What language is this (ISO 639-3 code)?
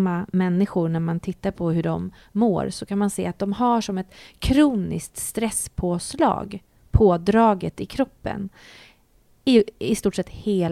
swe